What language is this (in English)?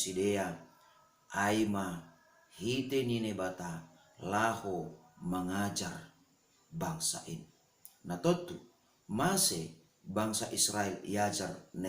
Batak Simalungun